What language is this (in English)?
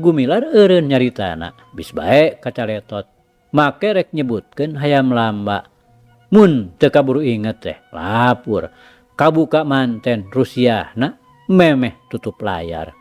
Sundanese